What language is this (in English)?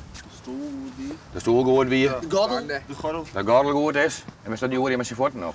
Western Frisian